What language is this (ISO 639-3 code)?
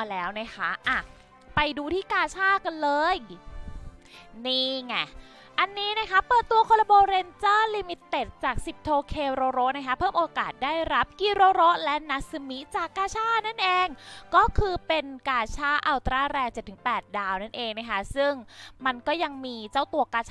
tha